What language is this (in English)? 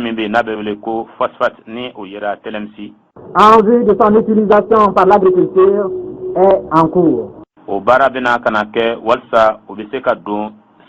Bambara